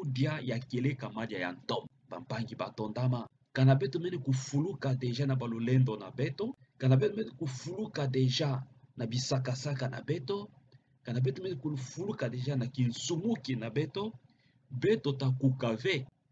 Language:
Kituba (Democratic Republic of Congo)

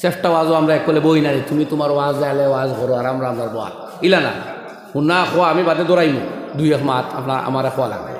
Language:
Sylheti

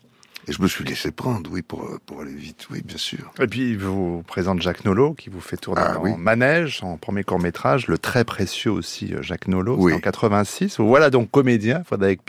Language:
French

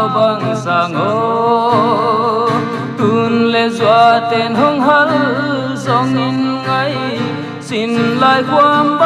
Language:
Paite Chin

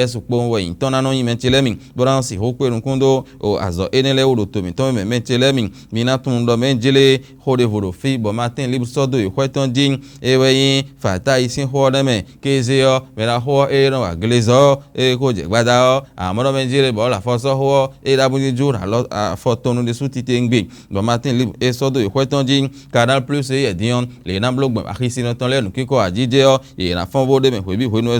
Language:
Fon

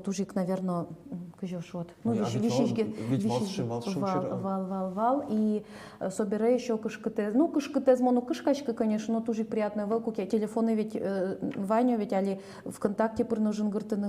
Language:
Udmurt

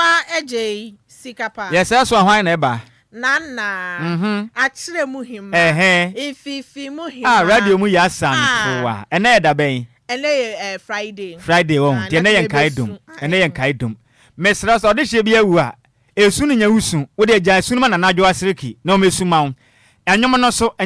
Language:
Akan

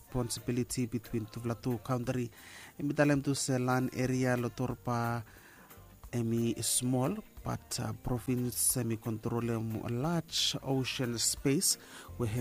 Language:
Bislama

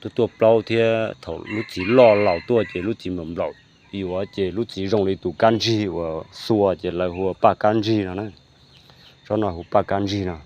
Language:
Hmong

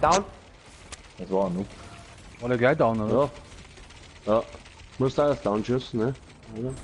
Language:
Bavarian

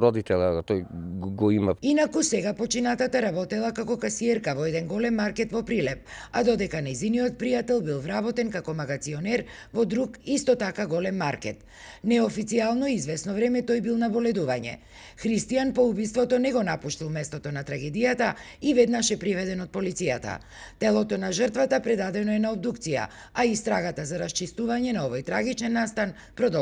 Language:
Macedonian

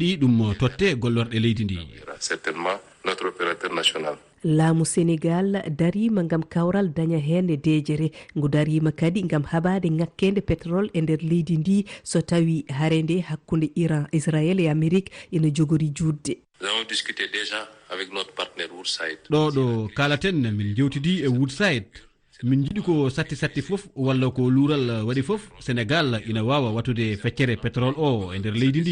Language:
Fula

